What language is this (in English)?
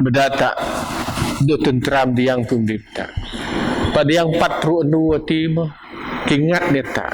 Biatah Bidayuh